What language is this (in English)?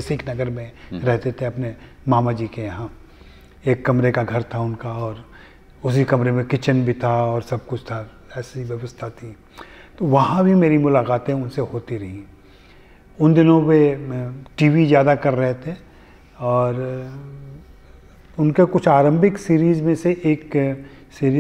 Hindi